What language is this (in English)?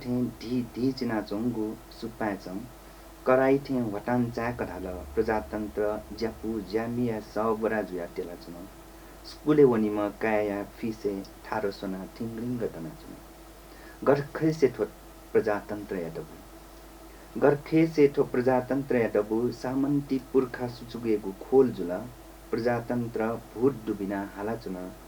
Newari